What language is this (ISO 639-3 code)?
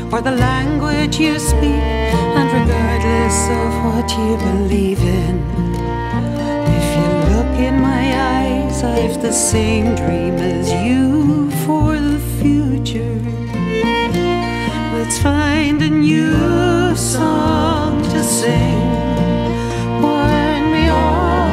eng